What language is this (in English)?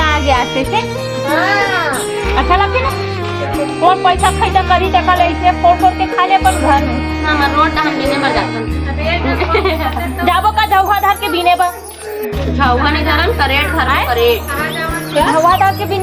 Chhattisgarhi